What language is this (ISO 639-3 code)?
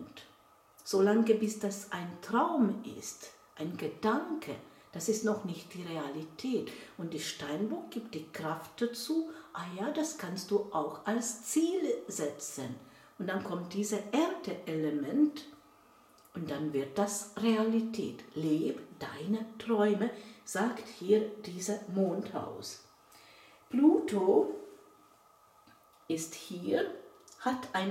deu